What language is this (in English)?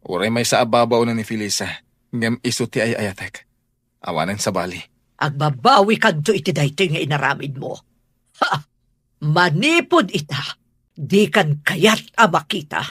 Iloko